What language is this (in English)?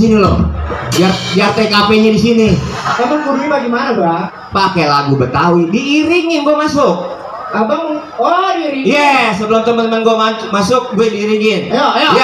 Betawi